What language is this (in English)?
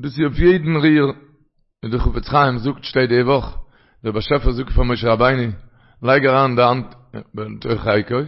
Yiddish